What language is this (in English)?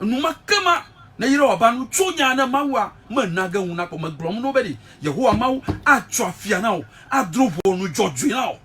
Ewe